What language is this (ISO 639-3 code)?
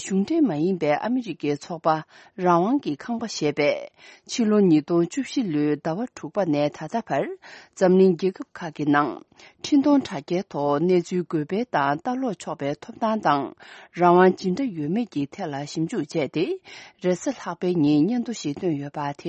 bod